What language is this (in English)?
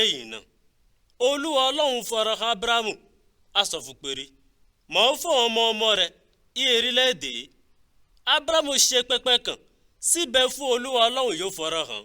Yoruba